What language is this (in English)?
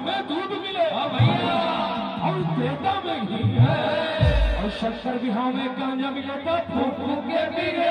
Chhattisgarhi